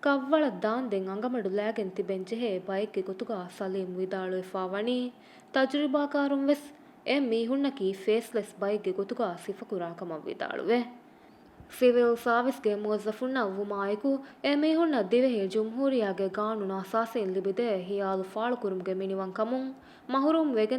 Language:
Divehi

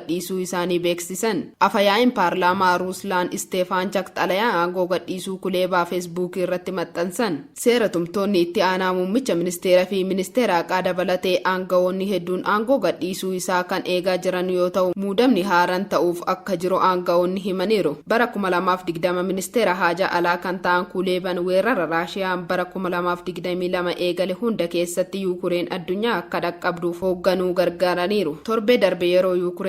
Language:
Oromo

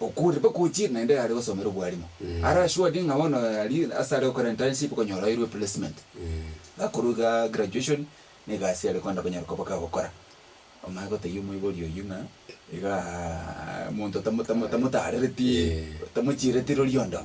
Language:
Gusii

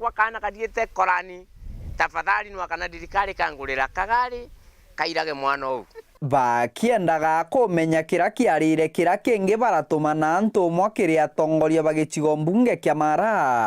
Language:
Meru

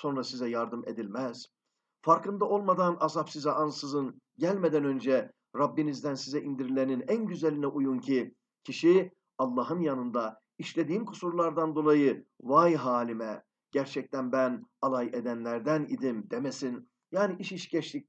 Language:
Turkish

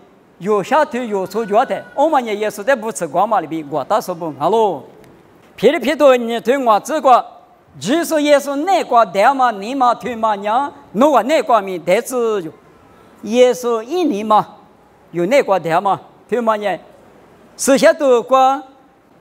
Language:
Lisu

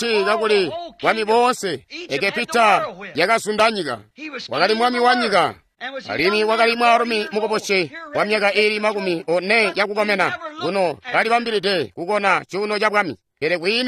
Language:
Tonga (Zambia)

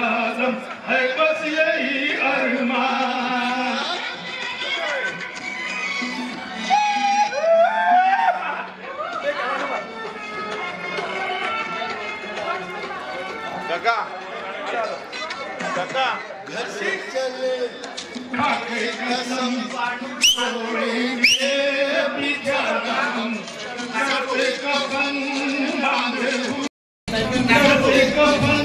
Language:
Marathi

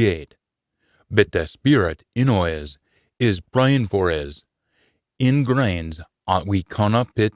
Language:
Scots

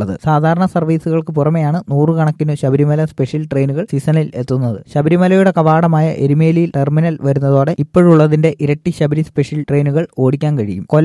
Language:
Malayalam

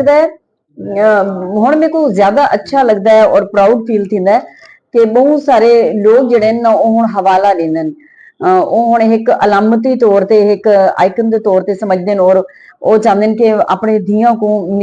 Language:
Saraiki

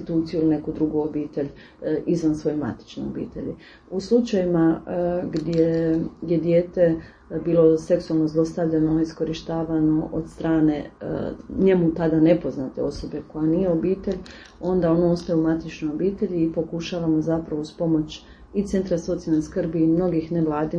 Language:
Croatian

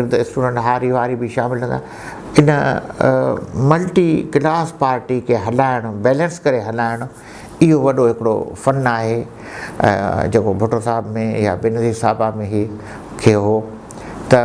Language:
Sindhi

